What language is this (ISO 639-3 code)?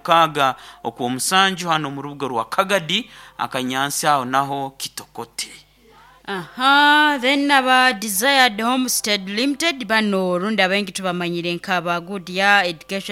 nyo